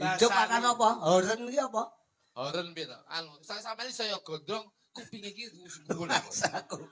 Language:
Javanese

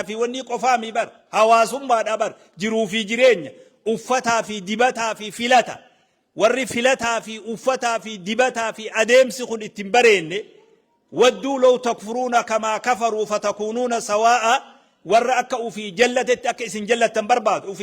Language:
Oromo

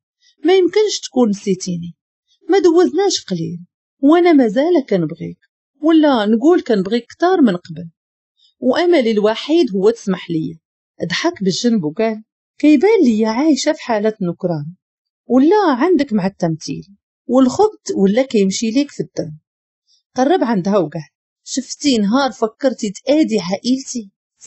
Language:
Moroccan Arabic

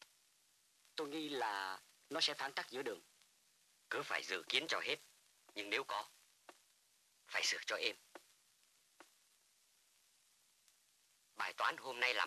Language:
Vietnamese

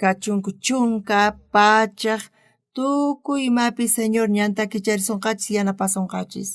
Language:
South Bolivian Quechua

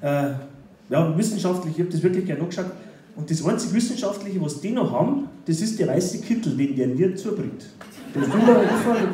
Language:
Bavarian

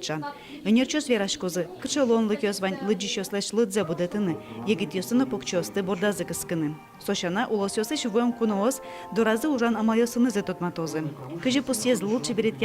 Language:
Udmurt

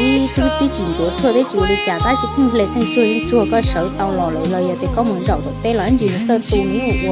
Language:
Hmong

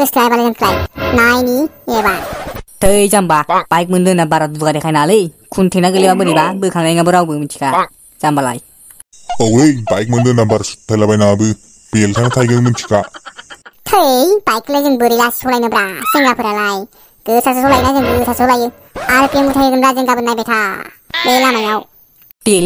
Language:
Bodo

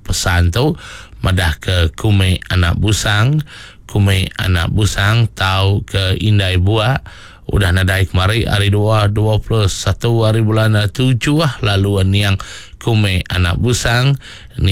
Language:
Iban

